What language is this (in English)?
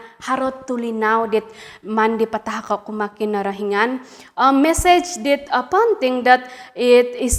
Central Dusun